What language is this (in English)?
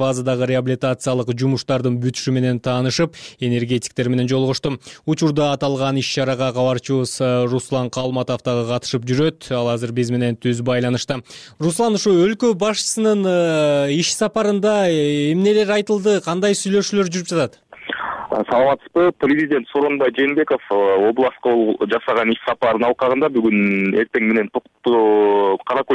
Kyrgyz